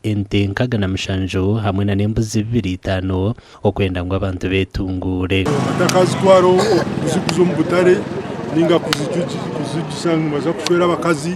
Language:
Nyankole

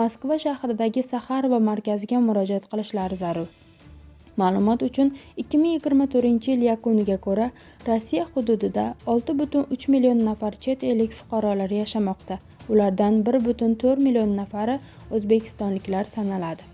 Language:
Uzbek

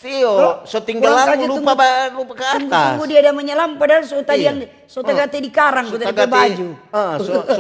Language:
Manado Malay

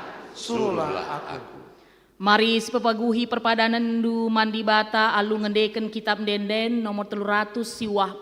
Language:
Batak Karo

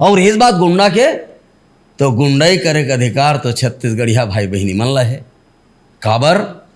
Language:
Chhattisgarhi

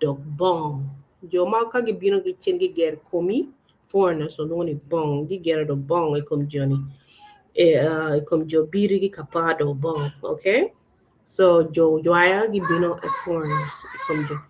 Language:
Acoli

